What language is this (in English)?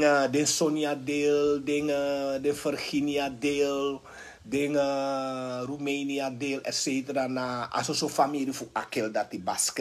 Sranan Tongo